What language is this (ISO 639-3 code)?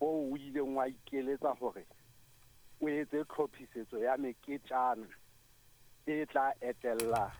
sot